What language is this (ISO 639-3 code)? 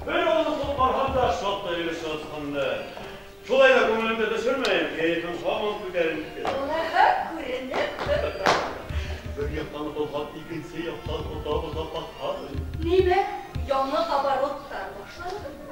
bak